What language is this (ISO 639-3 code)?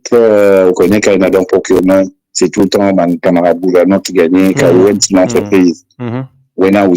mfe